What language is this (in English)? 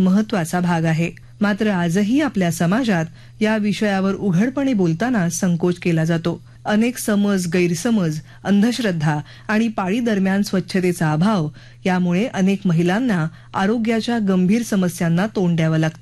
Marathi